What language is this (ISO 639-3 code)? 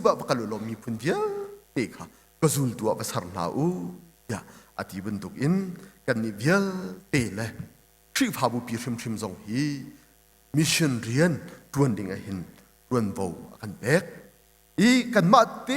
cnh